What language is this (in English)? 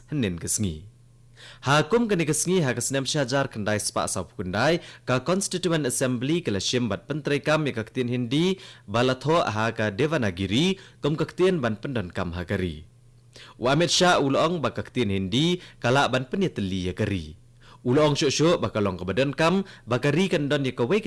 Khasi